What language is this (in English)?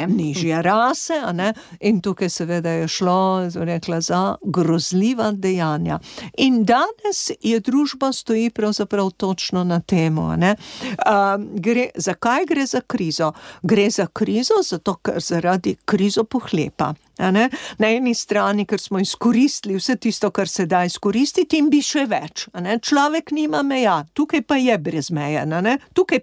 Slovenian